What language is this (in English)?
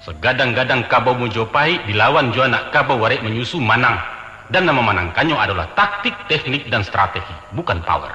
Minangkabau